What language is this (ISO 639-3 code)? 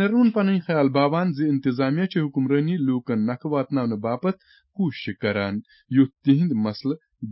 kas